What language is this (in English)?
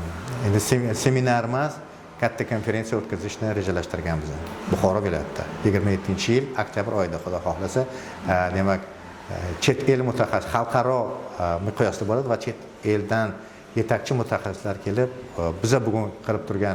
Uzbek